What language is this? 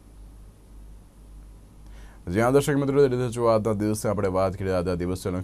Gujarati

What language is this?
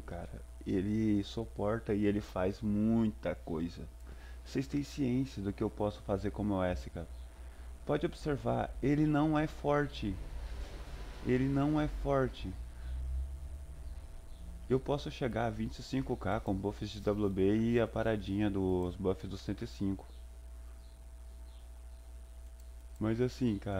Portuguese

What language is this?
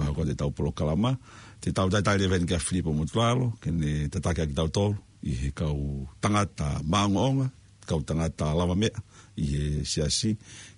Tongan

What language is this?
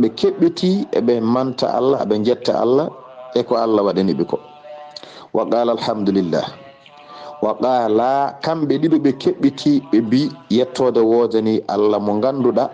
Fula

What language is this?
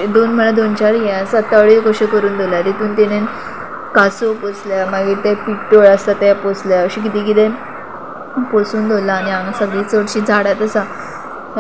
Konkani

